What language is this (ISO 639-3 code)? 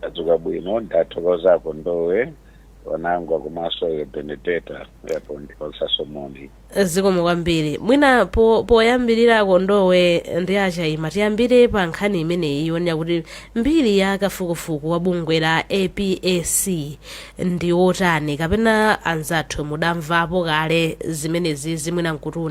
nya